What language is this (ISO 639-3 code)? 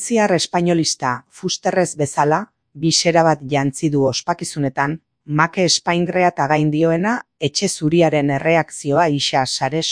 eus